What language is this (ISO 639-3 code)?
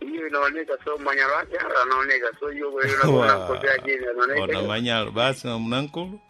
seh